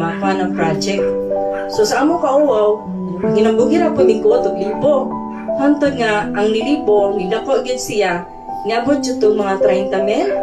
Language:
Cebuano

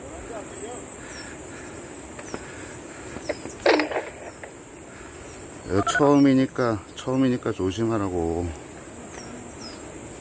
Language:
Korean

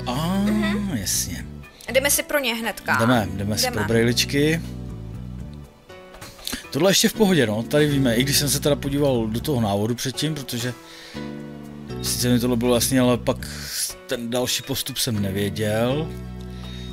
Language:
Czech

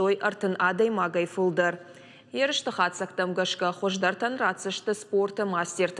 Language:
Ossetic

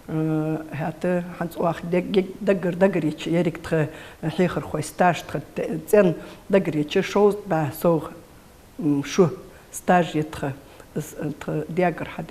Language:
Ingush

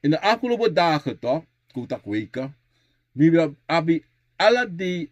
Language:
Sranan Tongo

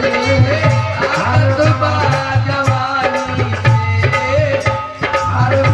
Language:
Bhojpuri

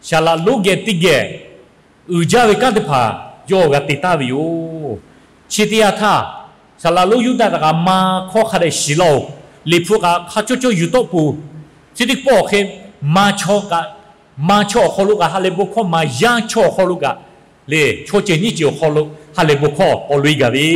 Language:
Lahu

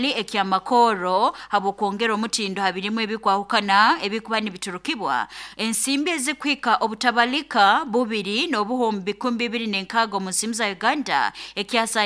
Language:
Nyoro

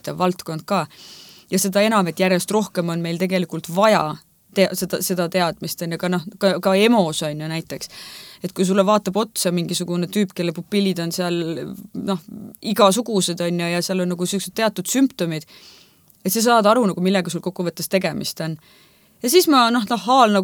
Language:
Estonian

